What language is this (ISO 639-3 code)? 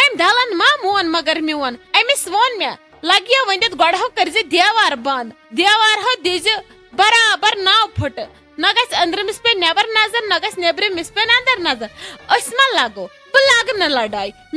kas